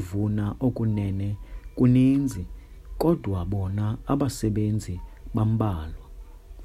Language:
Xhosa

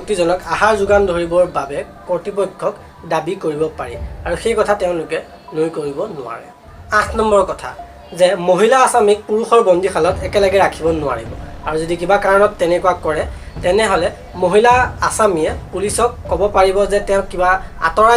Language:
Assamese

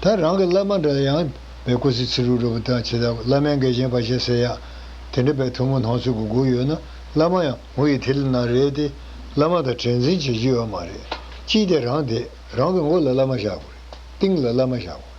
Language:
Tibetan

